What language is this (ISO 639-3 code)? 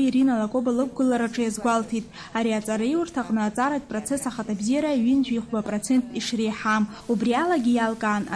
abk